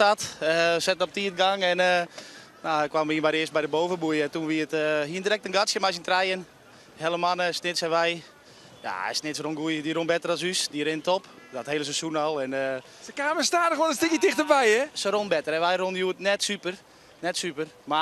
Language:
Western Frisian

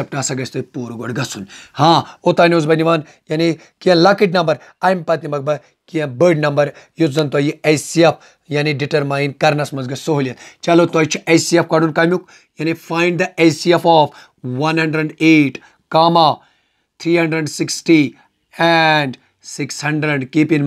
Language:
Kashmiri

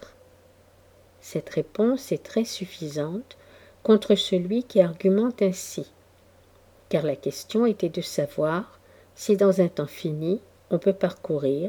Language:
French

